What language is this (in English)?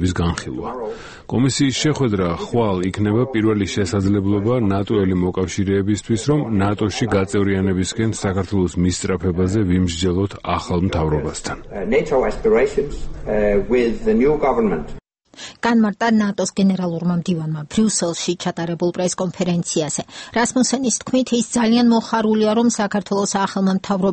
Georgian